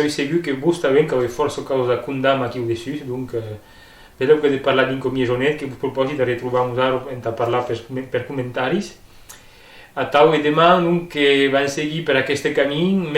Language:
Occitan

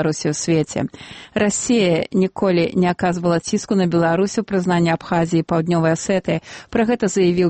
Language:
Belarusian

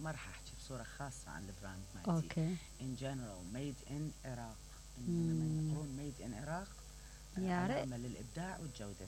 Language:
Mesopotamian Arabic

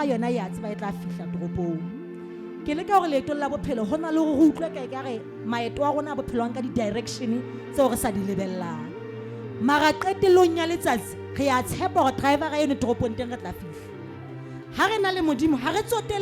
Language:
Southern Sotho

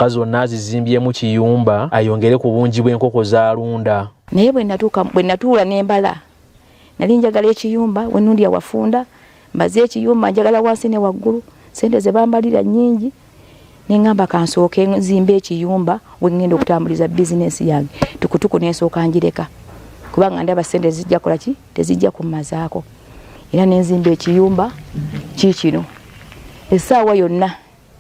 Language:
Ganda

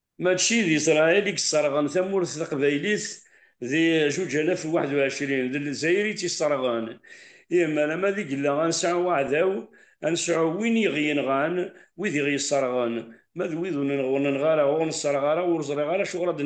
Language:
Kabyle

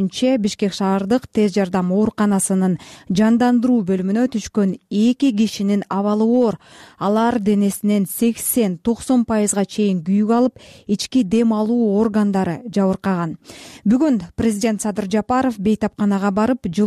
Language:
Kyrgyz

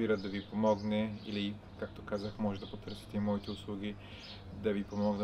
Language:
Bulgarian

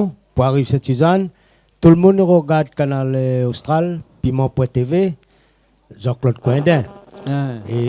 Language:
Réunion Creole French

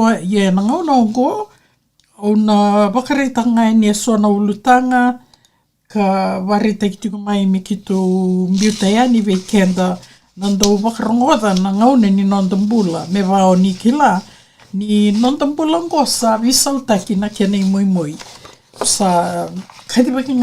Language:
Fijian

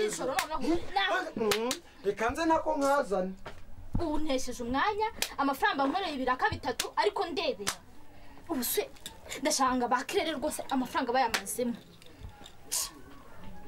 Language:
Kinyarwanda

